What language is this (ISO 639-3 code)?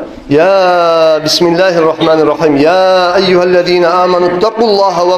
kum